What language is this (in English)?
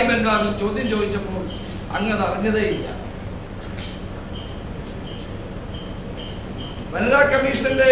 Malayalam